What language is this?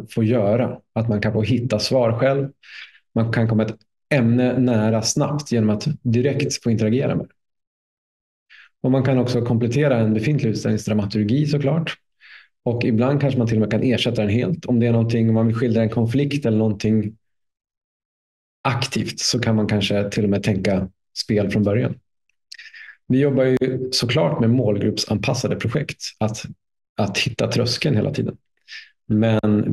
Swedish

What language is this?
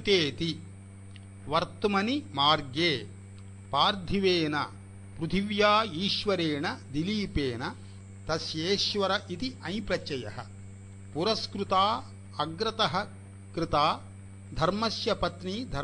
Sanskrit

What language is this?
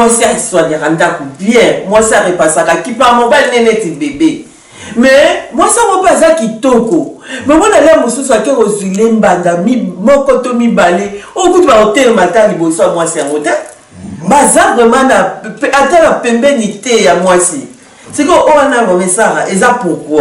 Lingala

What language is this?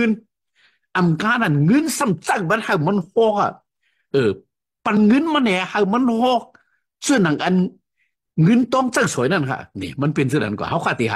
Shan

